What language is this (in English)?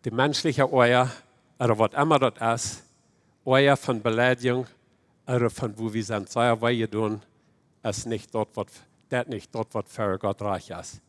Plautdietsch